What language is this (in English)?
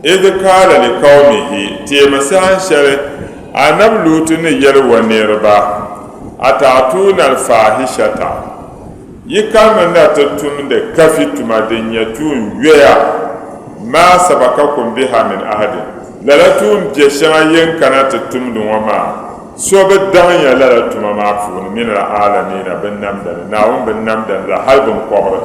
Dagbani